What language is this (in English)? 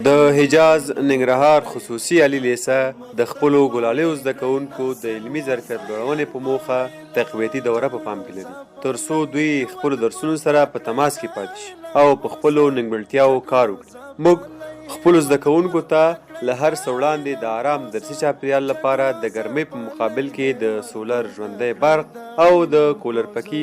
Pashto